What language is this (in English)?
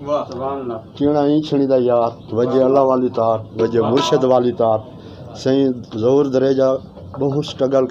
Western Panjabi